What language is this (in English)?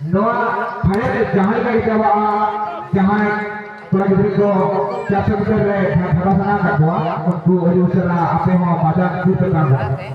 Santali